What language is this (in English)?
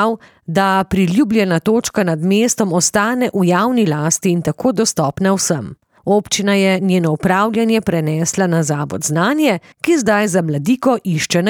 Slovenian